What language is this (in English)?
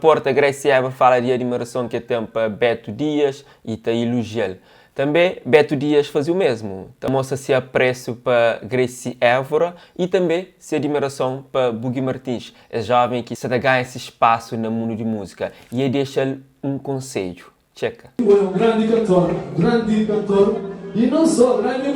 Kabuverdianu